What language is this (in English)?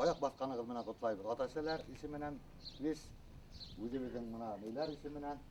Bashkir